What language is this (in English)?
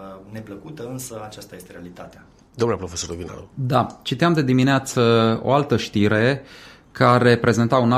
Romanian